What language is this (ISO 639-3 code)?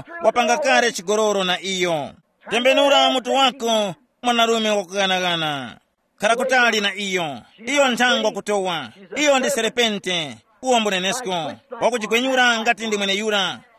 tum